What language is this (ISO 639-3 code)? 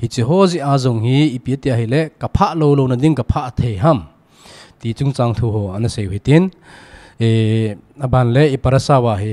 tcz